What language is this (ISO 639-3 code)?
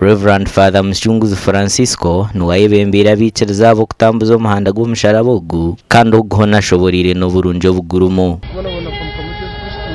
nyn